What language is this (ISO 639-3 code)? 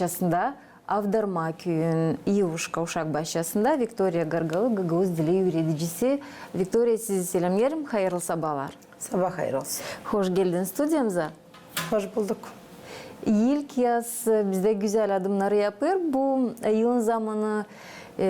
gag